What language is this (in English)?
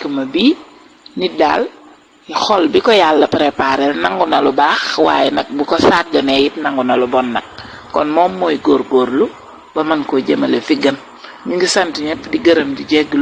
Wolof